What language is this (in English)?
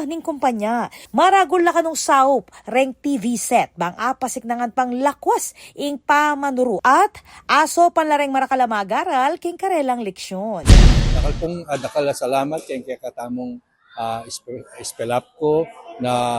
Pampanga